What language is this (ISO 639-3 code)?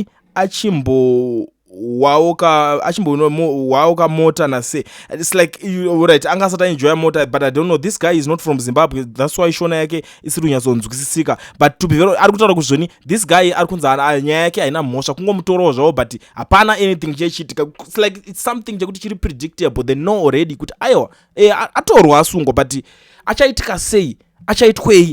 sna